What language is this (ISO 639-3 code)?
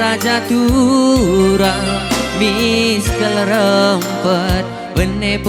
btx